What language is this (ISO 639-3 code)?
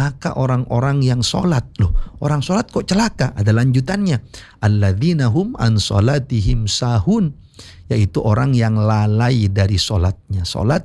ind